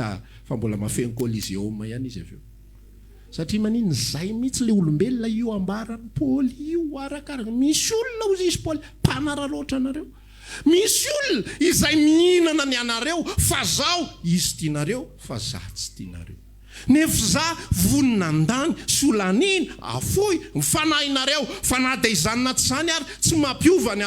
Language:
Malagasy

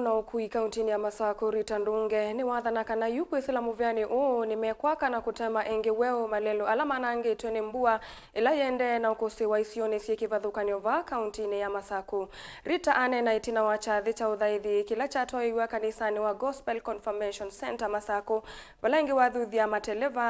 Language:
Kamba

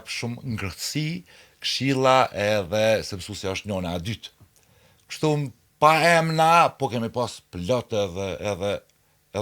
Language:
Albanian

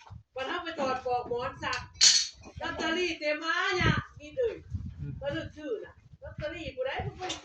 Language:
Northeastern Thai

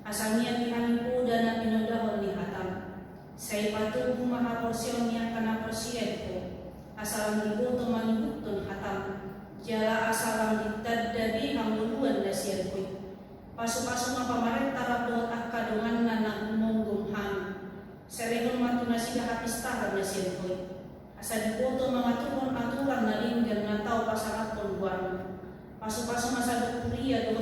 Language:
Batak Toba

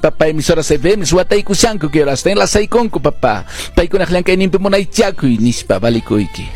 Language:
Quechua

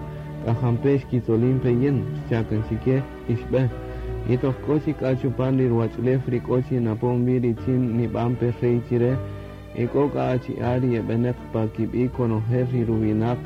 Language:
Kaqchikel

